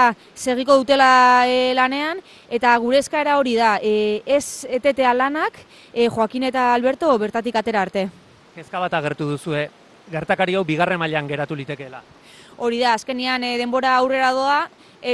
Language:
Basque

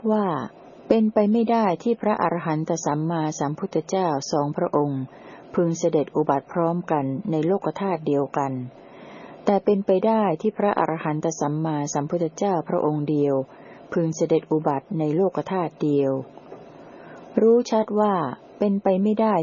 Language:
Thai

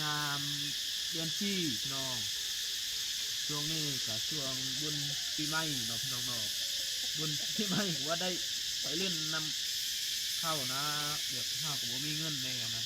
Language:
Lao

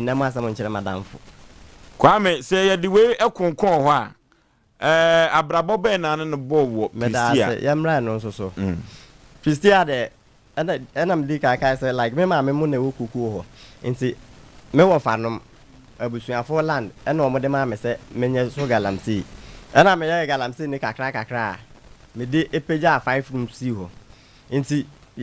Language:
Akan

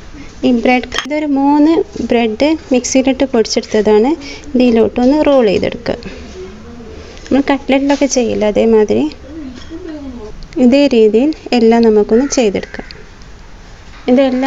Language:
Malayalam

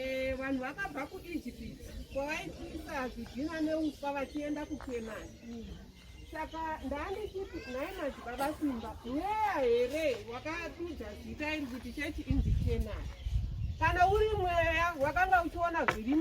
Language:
Shona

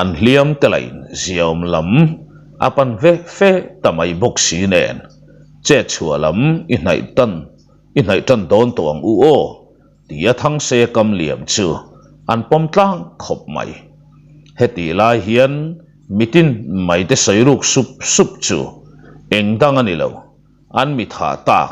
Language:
Mizo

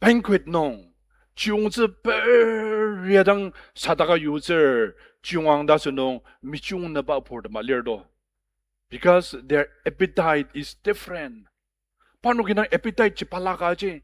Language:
Ao Naga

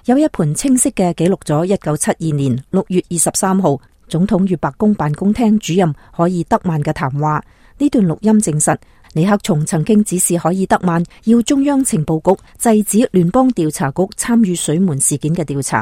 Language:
Cantonese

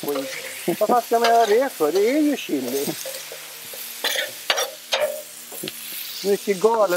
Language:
Swedish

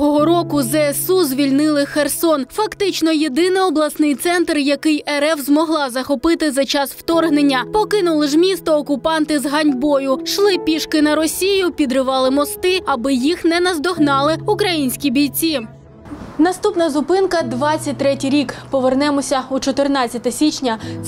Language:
Ukrainian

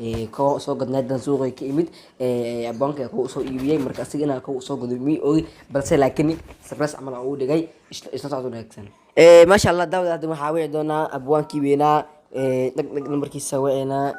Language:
Somali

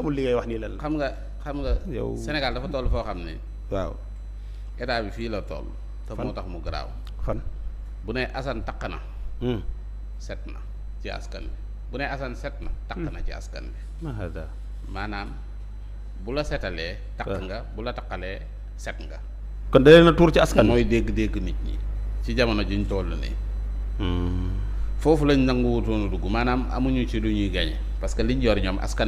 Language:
Wolof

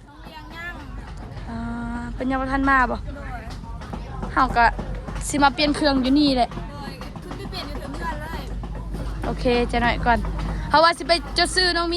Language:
Northeastern Thai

